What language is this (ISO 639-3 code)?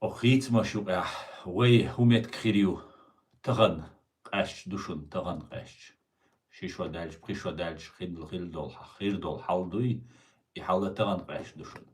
che